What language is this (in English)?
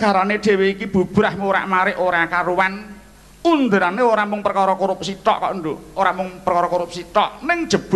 Javanese